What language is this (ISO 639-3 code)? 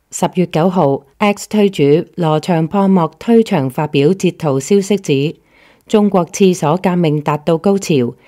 yue